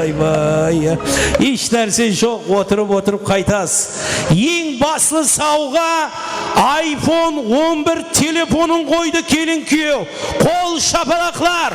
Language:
Kara-Kalpak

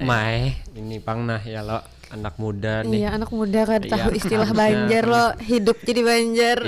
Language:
Banjar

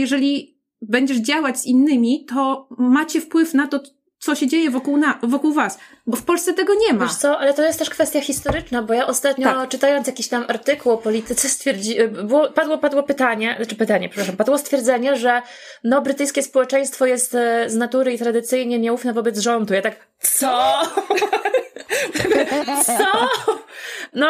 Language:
Polish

